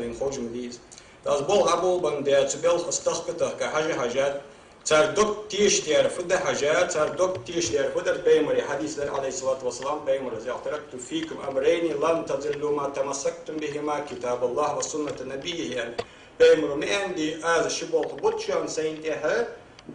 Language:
Ingush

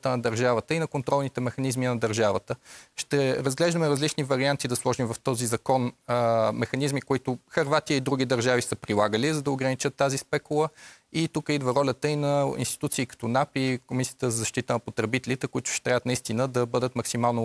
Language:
Bulgarian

